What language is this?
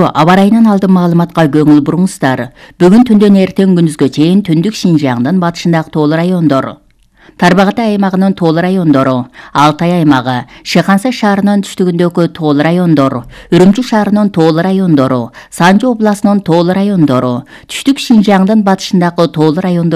Kyrgyz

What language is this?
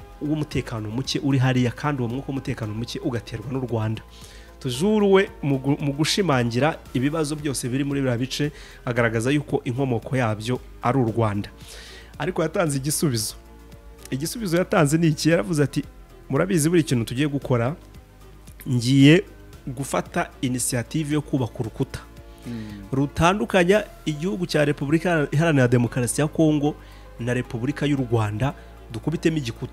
Kinyarwanda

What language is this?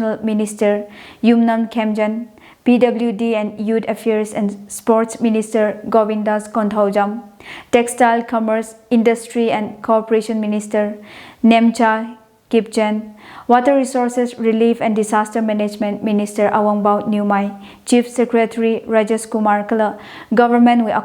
Tangkhul Naga (India)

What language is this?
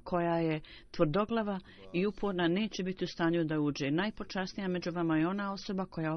Bosnian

